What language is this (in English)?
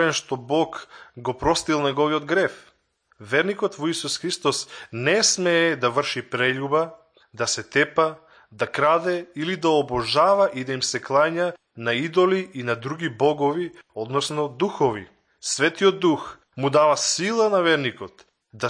Macedonian